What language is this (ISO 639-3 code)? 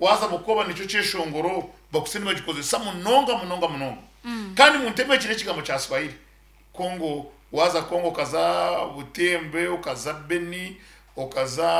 nyn